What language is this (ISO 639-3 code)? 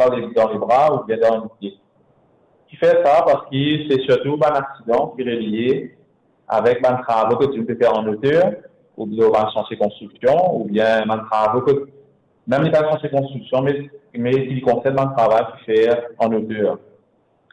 mfe